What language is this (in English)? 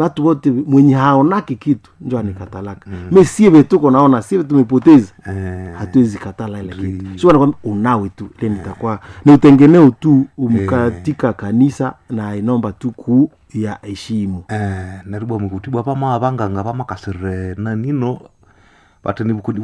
Swahili